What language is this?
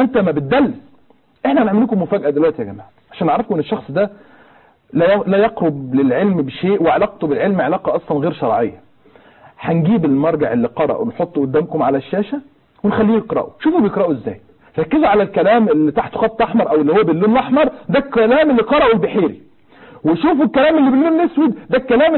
Egyptian Arabic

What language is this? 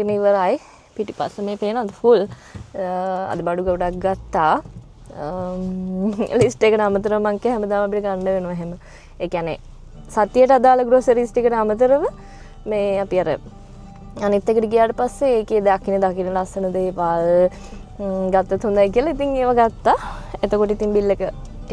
Sinhala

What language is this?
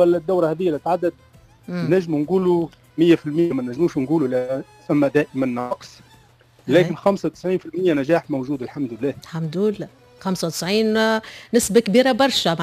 Tunisian Arabic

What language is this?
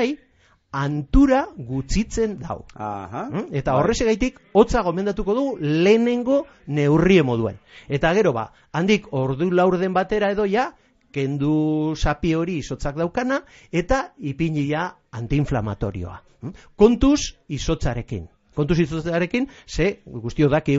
Basque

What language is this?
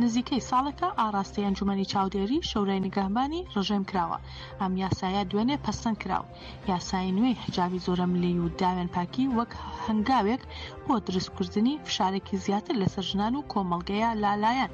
Central Kurdish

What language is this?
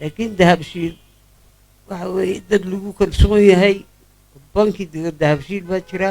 Somali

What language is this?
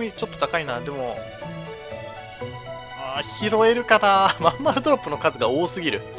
Japanese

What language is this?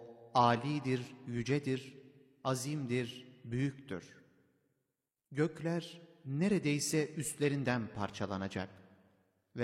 Turkish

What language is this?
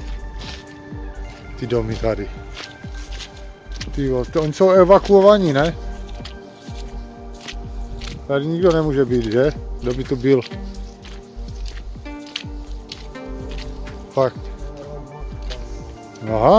Czech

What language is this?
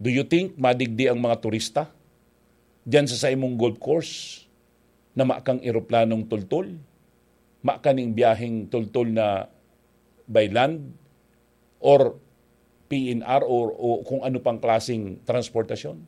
Bikol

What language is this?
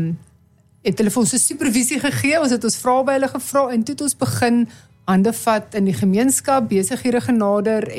Afrikaans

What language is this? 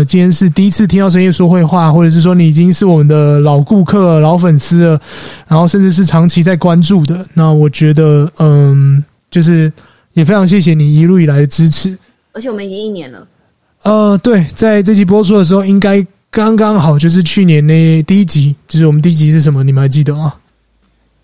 Chinese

